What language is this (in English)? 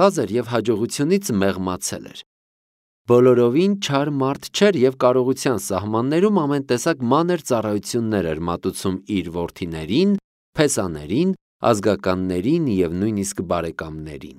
Armenian